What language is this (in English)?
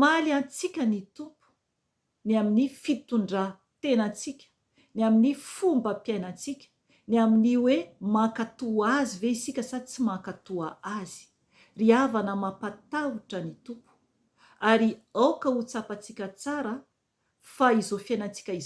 Malagasy